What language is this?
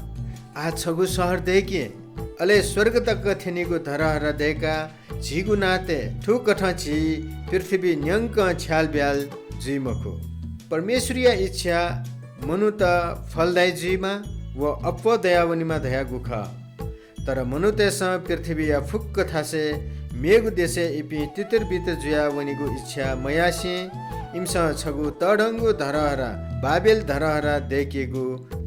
Newari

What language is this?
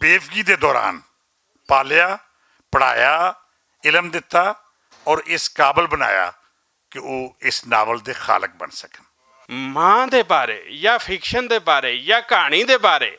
Western Panjabi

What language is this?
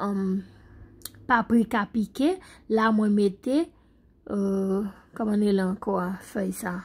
Haitian Creole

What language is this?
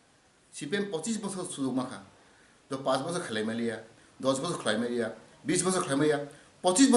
Kok Borok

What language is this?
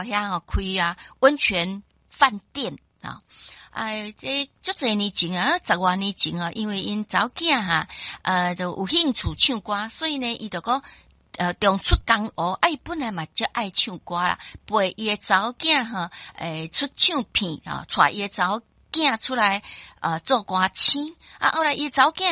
Min Nan Chinese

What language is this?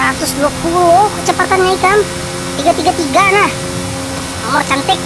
Banjar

